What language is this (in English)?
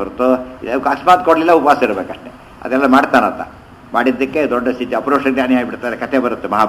Kannada